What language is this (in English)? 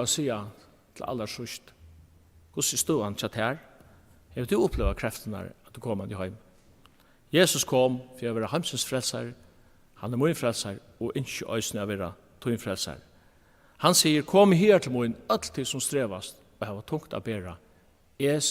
Faroese